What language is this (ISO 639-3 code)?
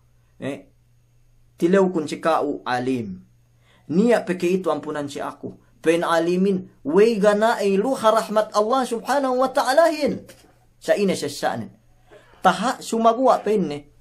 yka